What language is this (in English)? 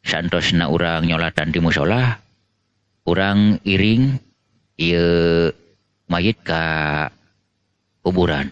Sundanese